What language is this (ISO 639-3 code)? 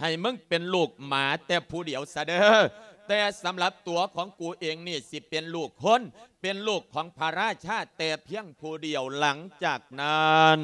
lao